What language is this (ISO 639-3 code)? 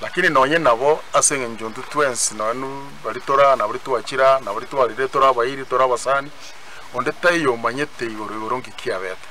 guz